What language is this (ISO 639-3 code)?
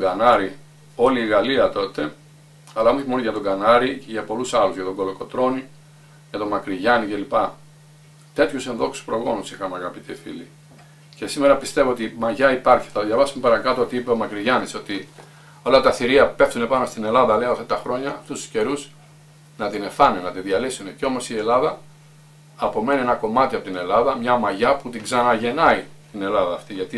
ell